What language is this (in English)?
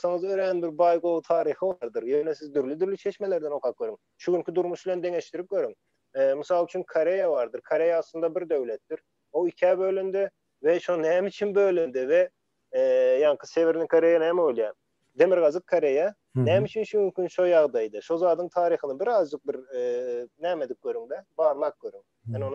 Turkmen